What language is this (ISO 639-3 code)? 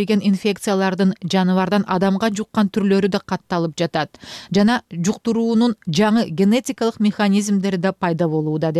kir